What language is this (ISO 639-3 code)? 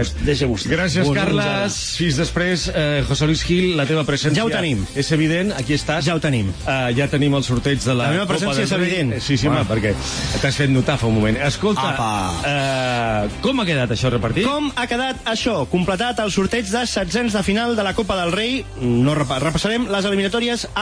cat